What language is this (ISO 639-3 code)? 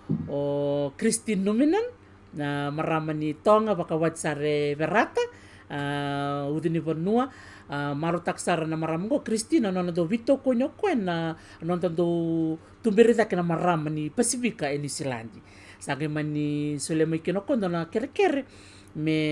fij